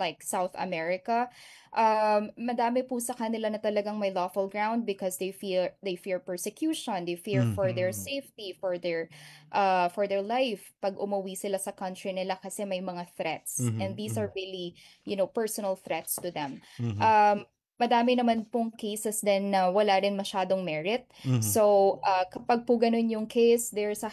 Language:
Filipino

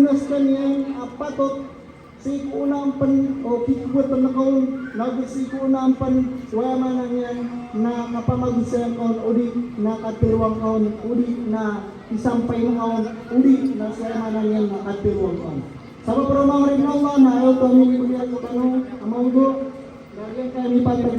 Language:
Maranao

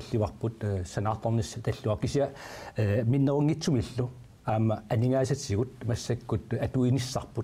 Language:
Kalaallisut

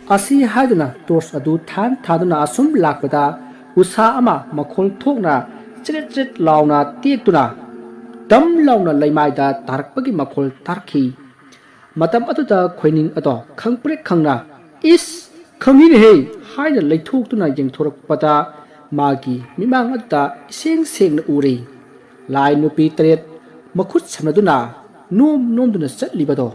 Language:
Manipuri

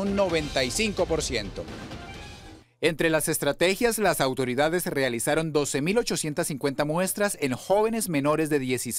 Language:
Spanish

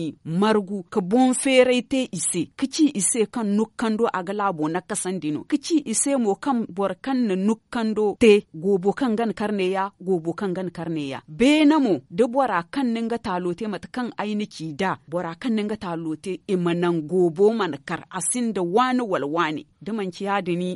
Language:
Zarma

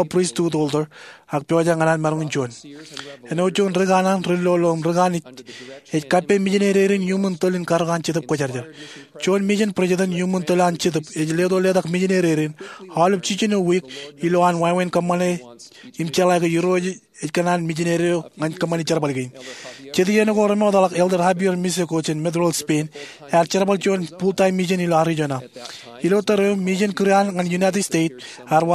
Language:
Marshallese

